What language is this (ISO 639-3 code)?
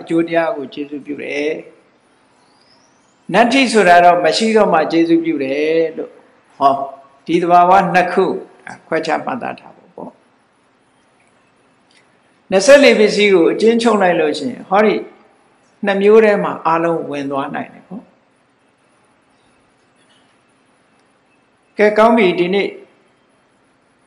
mya